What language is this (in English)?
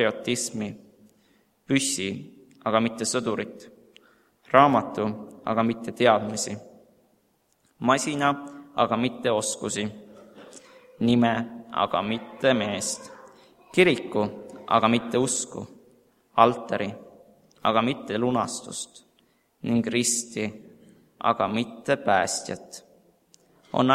Estonian